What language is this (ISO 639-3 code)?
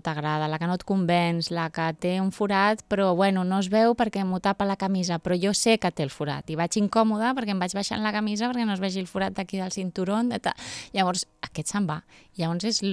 cat